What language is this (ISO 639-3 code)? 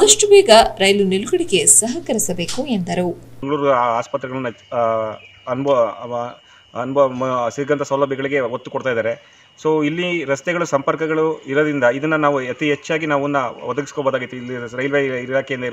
kan